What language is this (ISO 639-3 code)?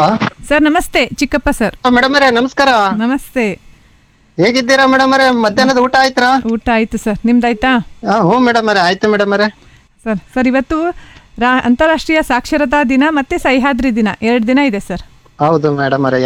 kan